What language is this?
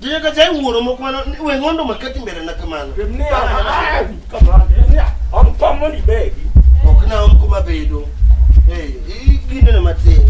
Luo (Kenya and Tanzania)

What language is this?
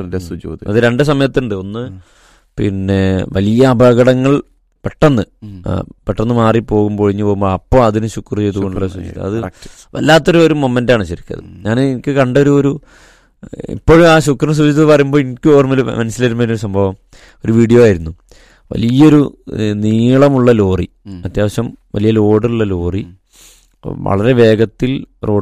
Malayalam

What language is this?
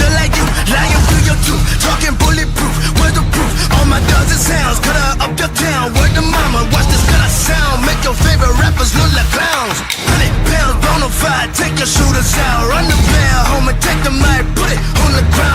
Kara-Kalpak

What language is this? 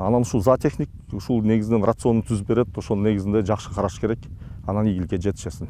Kyrgyz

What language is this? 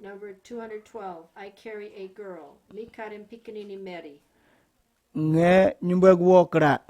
Kamasau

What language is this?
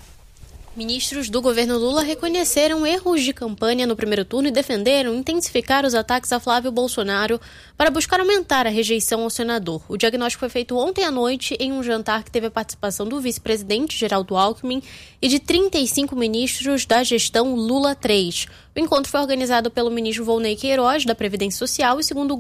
Portuguese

